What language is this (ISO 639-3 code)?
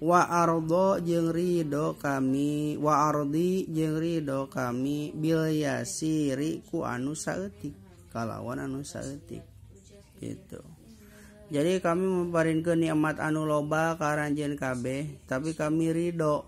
sun